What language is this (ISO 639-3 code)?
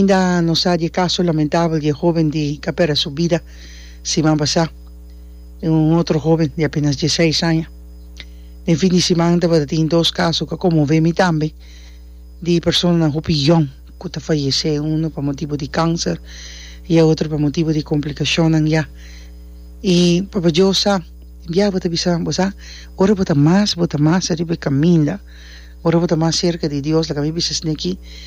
pap